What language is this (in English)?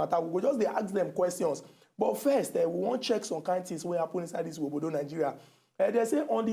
Nigerian Pidgin